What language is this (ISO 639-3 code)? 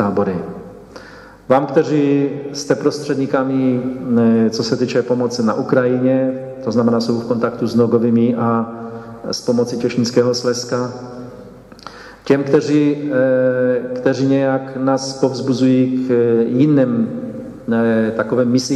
ces